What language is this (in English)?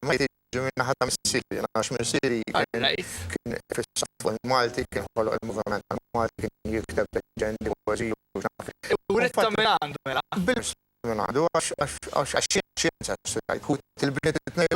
Maltese